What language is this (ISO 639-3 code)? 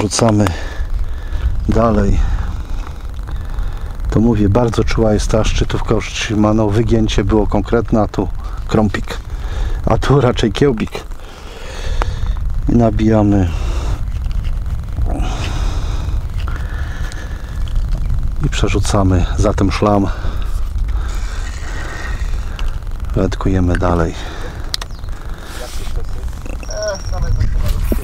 pol